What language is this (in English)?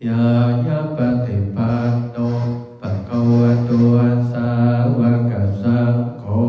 Pali